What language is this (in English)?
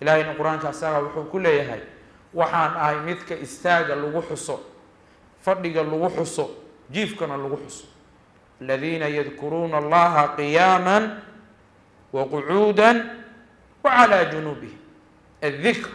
Somali